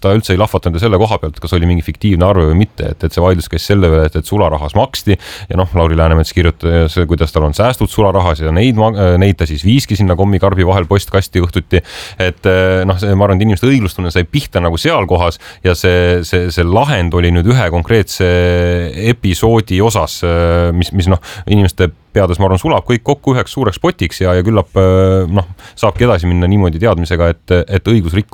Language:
Estonian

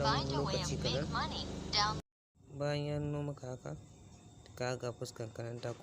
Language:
Hausa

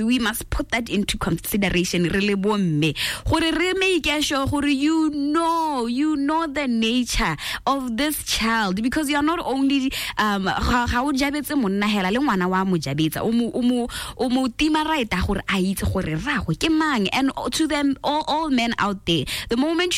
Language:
Tswana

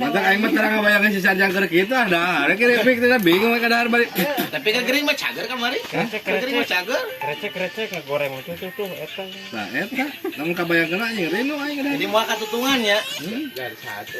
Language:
Sundanese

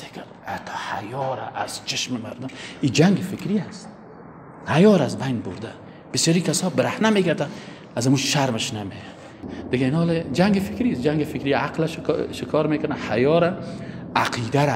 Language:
Persian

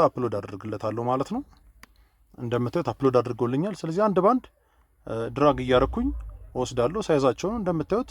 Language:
Amharic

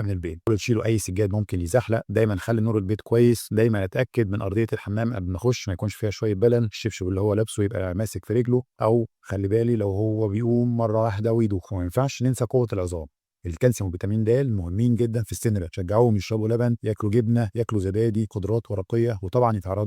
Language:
Egyptian Arabic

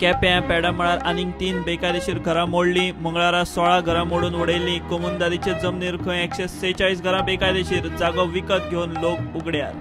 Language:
Konkani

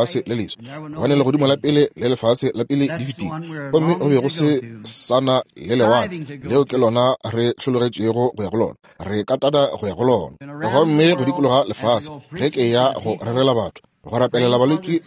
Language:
Northern Sotho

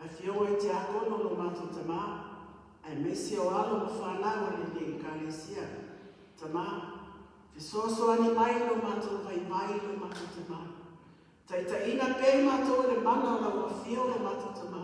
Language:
Samoan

